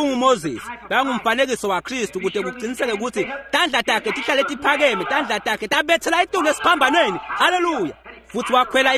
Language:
Swati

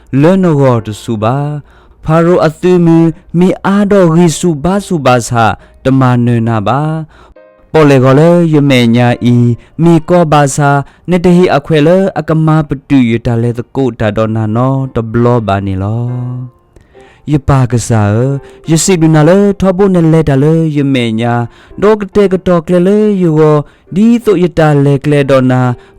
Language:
S'gaw Karen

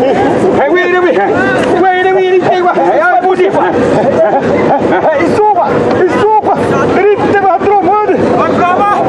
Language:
Xavánte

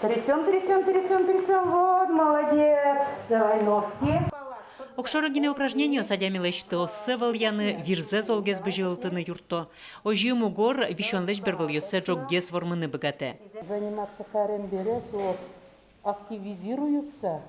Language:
Udmurt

